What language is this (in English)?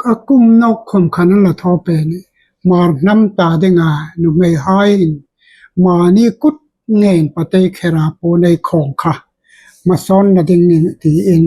Hmar